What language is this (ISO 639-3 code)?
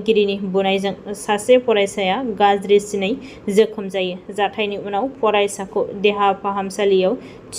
brx